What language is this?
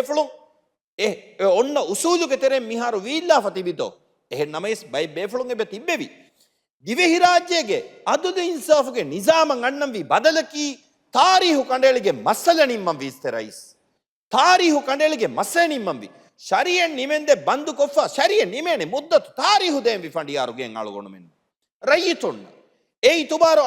Divehi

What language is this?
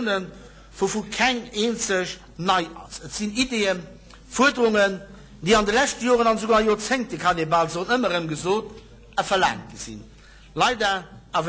Luxembourgish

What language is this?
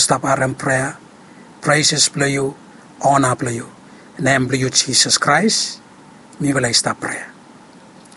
Bislama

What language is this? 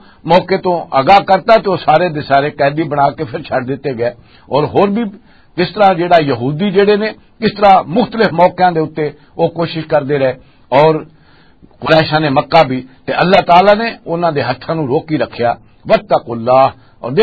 Western Panjabi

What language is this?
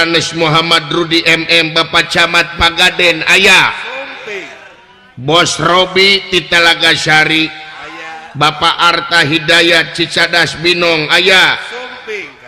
Sundanese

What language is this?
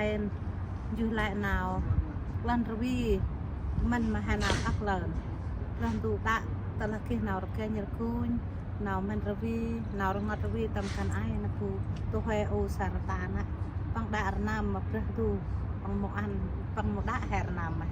Central Mnong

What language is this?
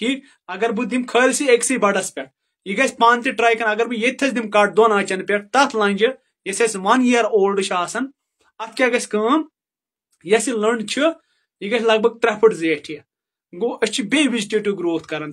Kashmiri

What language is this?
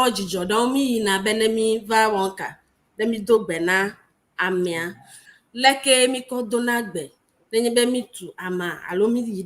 Ewe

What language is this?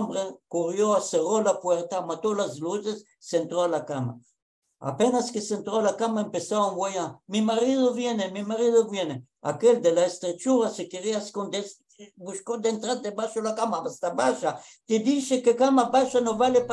Ladino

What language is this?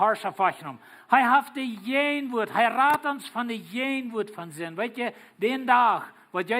Plautdietsch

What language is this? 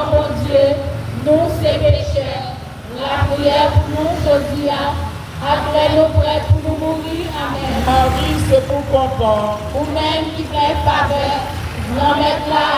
Haitian Creole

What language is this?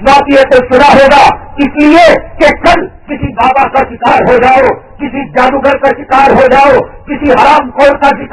Urdu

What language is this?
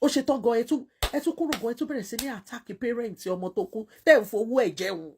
Yoruba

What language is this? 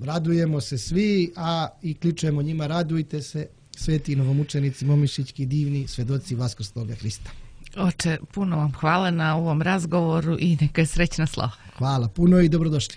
Serbian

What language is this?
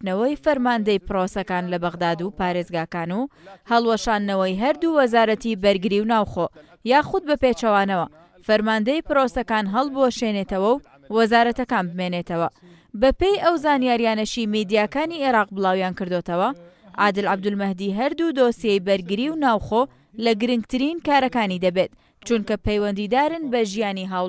Central Kurdish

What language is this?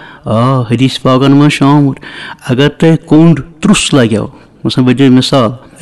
Kashmiri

